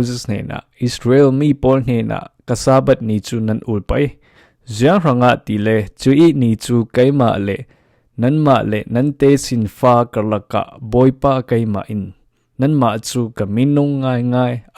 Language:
Falam Chin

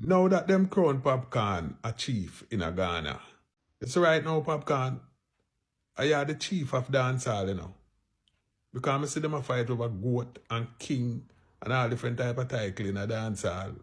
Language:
Jamaican Creole English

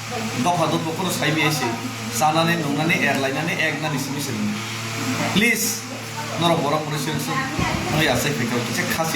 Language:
Kok Borok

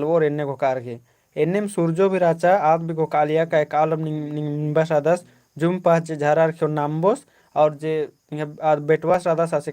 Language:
Kurukh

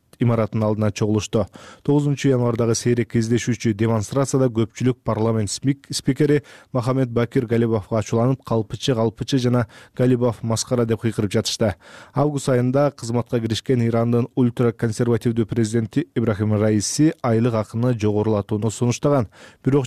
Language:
Kyrgyz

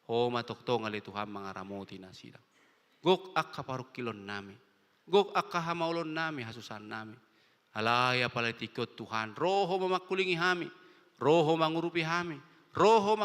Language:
Batak Toba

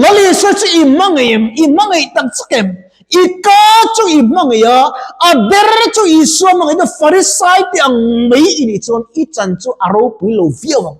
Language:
Mizo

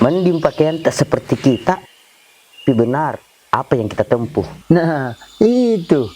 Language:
Makassar Malay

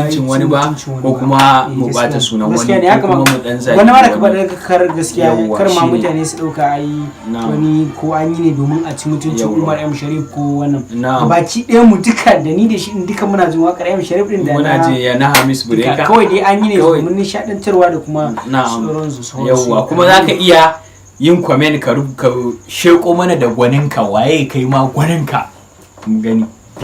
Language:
Hausa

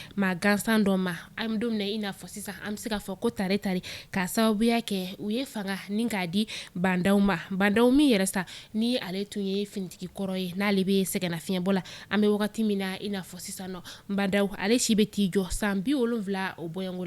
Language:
Bambara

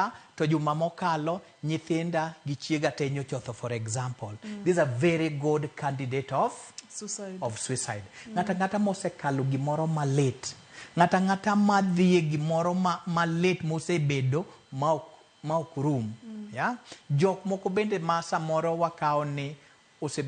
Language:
Luo (Kenya and Tanzania)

